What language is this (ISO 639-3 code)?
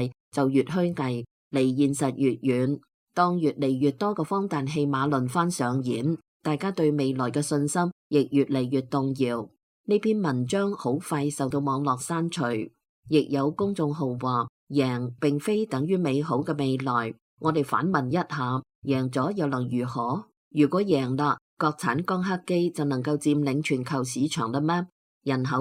yue